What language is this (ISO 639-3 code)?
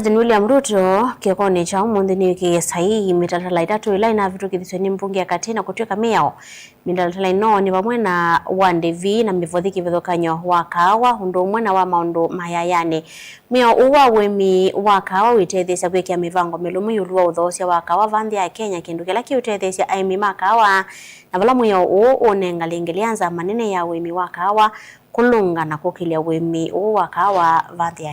kam